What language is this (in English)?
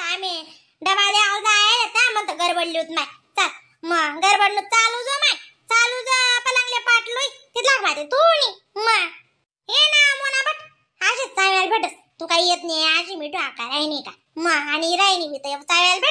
Khandesi